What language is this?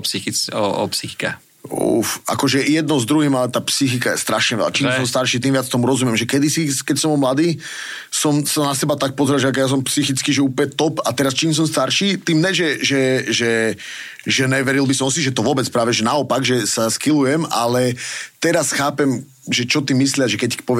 Slovak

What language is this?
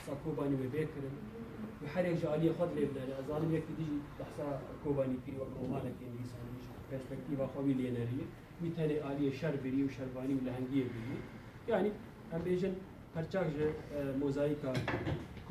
Kurdish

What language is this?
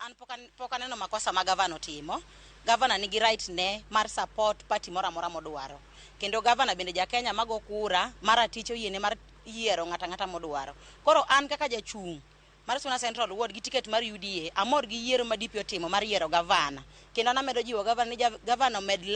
Luo (Kenya and Tanzania)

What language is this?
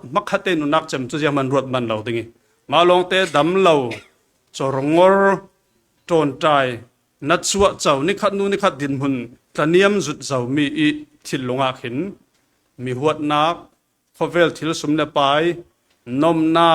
Falam Chin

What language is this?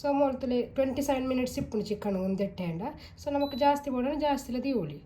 Tulu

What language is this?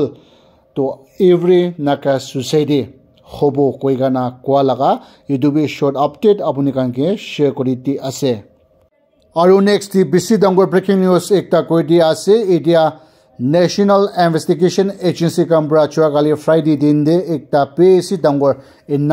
Naga Pidgin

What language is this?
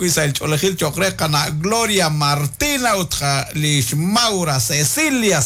Kekchí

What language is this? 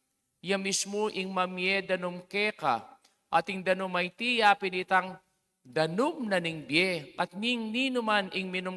Pampanga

